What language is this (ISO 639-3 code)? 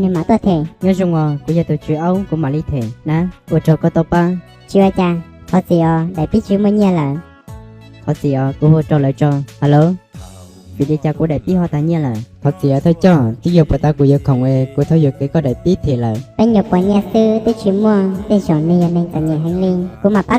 hmn